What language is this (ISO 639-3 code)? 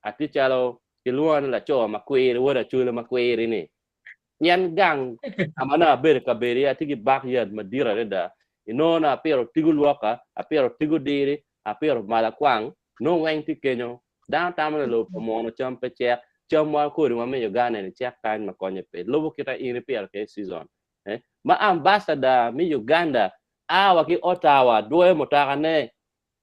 ach